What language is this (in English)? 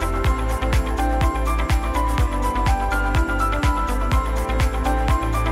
Filipino